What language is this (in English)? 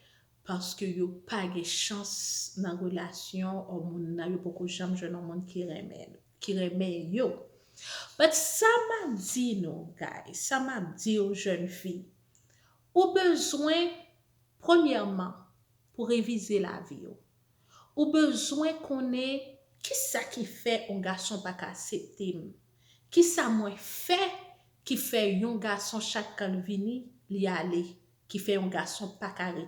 Haitian Creole